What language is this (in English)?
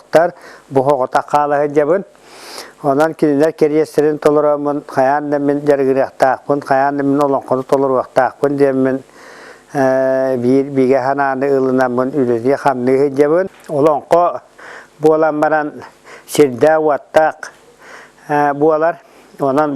Yakut